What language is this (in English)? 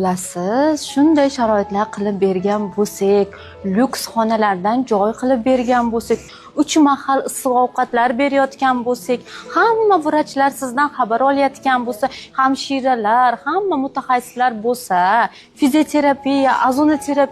Uzbek